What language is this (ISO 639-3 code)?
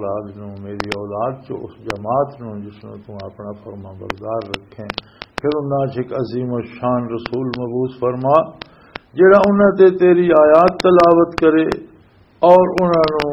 lah